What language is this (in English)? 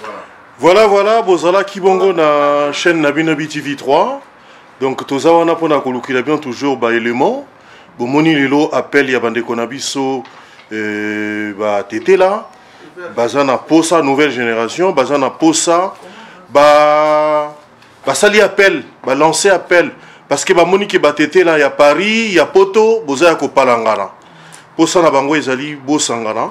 Lingala